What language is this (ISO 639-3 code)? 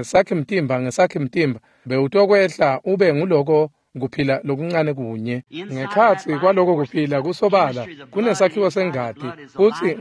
ssw